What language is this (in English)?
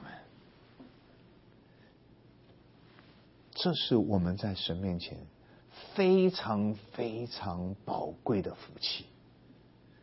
Chinese